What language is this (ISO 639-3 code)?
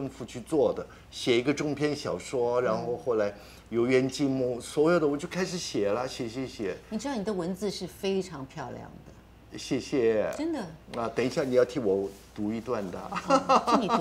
zho